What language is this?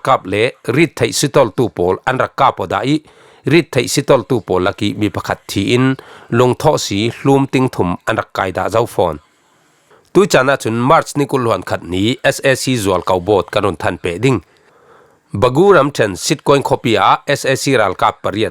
Falam Chin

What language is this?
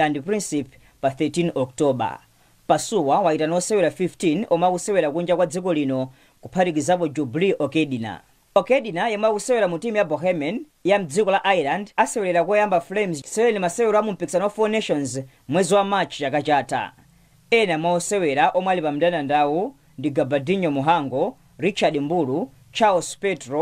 Nyanja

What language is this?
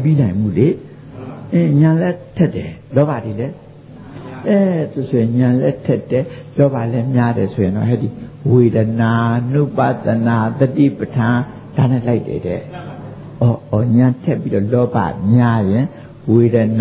Burmese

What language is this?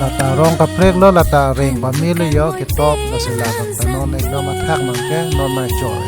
Karbi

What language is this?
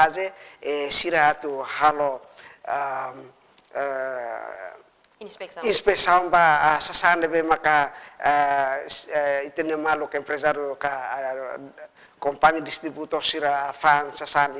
Tetum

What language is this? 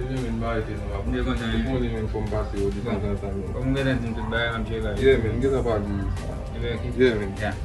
Haitian Creole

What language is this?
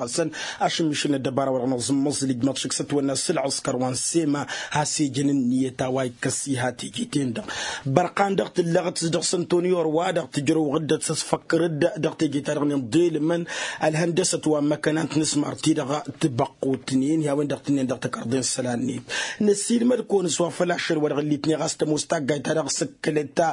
Tamasheq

